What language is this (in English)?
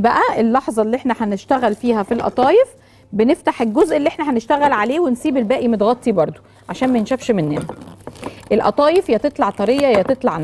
Egyptian Arabic